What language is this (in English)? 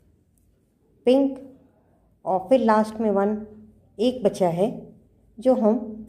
Hindi